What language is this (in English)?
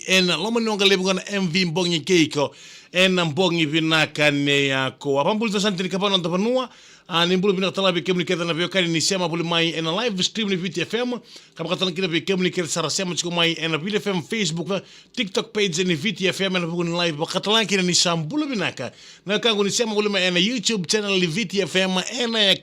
Fijian